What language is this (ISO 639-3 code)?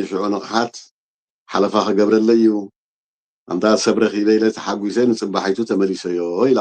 tir